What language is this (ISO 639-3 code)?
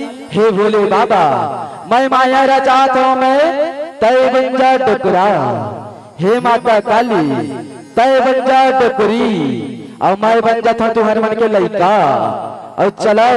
hne